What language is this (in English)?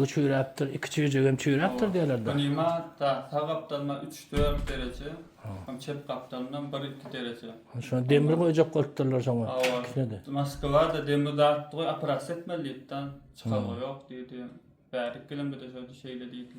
Turkmen